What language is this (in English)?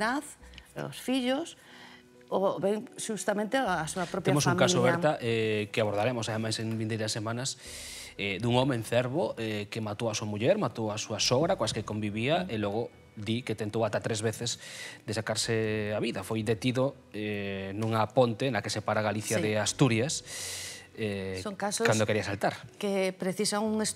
Galician